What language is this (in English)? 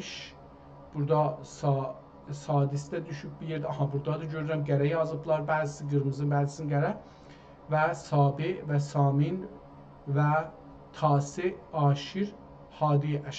South Azerbaijani